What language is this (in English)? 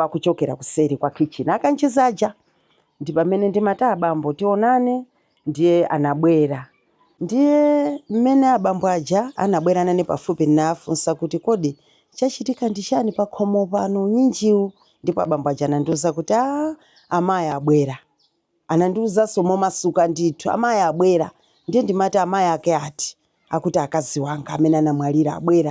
Nyanja